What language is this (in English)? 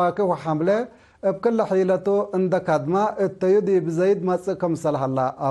Tigre